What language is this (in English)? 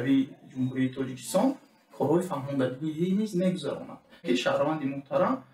Tajik